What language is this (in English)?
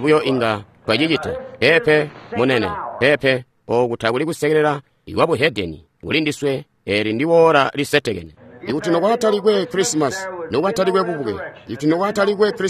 Tonga (Zambia)